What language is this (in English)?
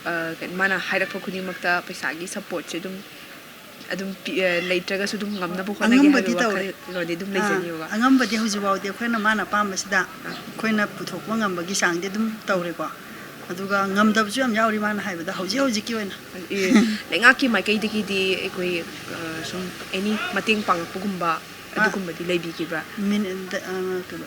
Manipuri